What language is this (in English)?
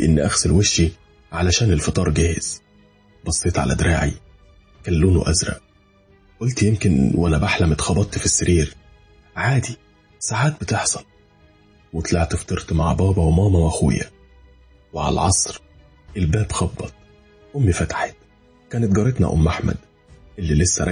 Egyptian Arabic